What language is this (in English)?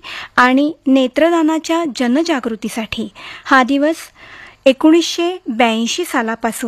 Marathi